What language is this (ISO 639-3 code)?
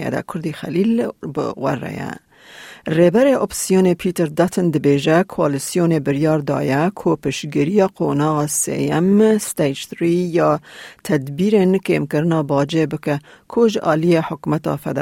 kur